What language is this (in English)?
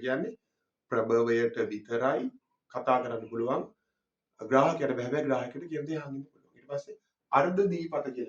Sinhala